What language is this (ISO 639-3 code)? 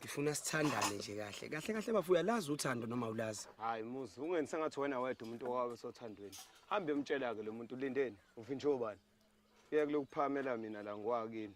zul